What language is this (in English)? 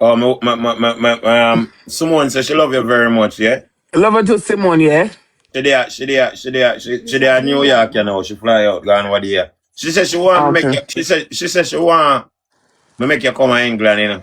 Jamaican Creole English